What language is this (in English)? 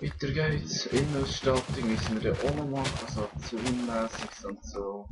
Swiss German